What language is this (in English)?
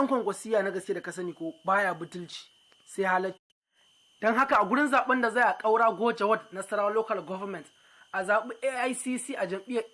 Hausa